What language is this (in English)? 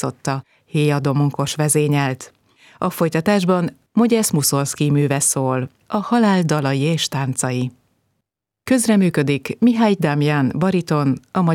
Hungarian